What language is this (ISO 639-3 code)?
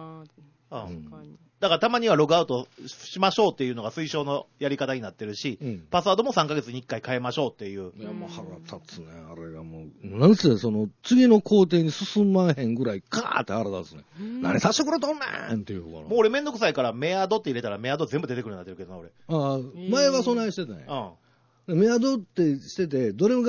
jpn